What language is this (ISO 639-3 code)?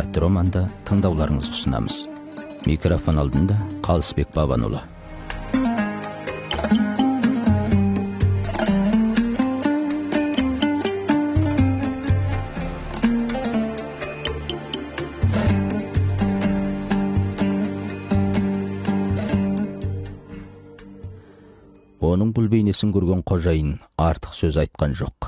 kaz